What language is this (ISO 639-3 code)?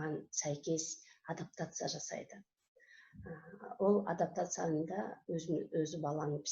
kaz